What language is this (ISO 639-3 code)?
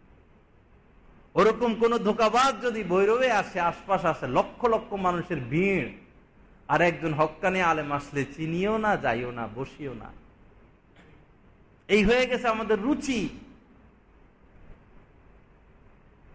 ben